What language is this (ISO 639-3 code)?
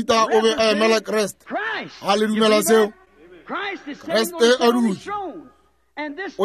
nso